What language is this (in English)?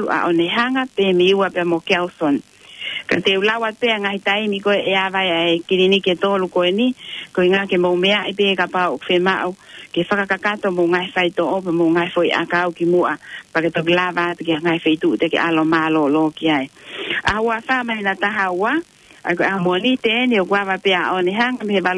Tongan